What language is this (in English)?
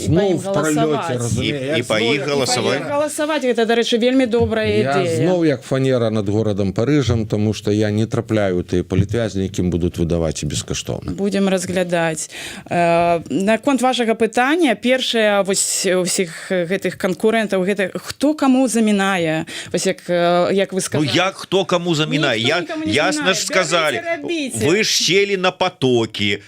Belarusian